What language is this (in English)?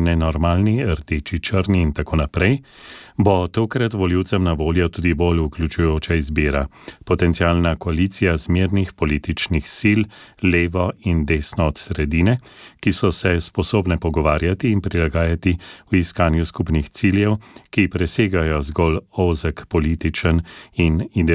Slovenian